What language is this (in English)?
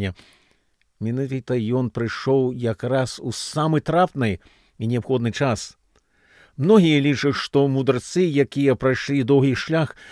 Belarusian